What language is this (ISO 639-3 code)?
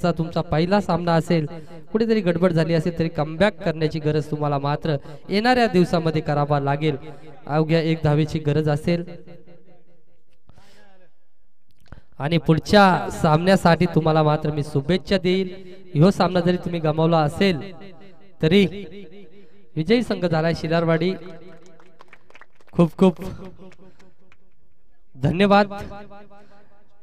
mar